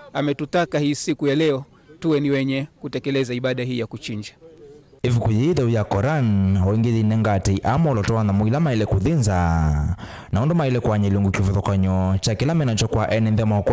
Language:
Kamba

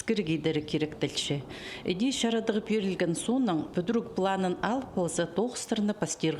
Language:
Khakas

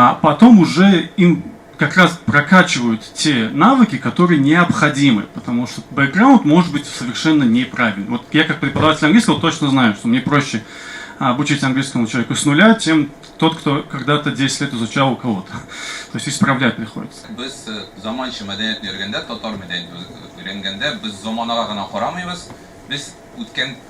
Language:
Tatar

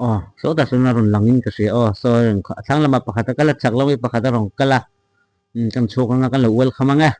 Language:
Mizo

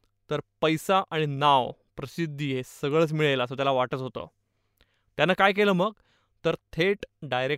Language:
Marathi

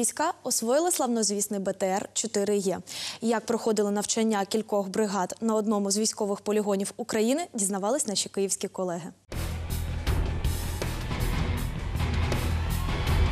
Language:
Ukrainian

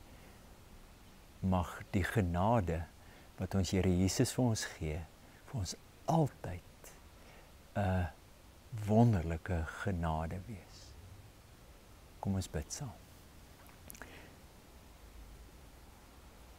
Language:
Afrikaans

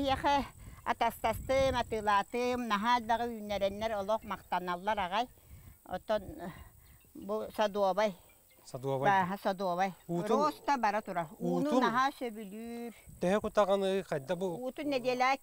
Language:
Yakut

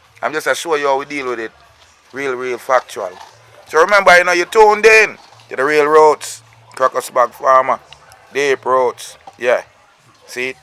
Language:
Jamaican Creole English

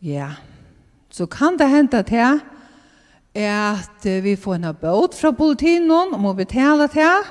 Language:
Faroese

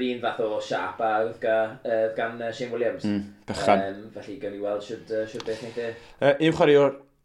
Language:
Welsh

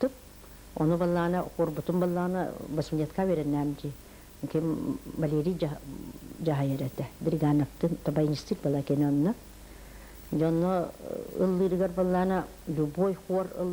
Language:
Yakut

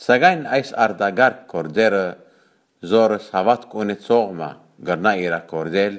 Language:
Western Armenian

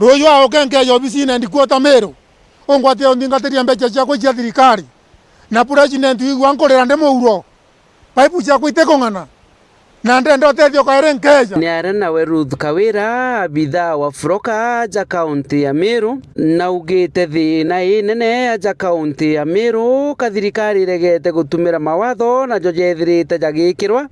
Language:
Meru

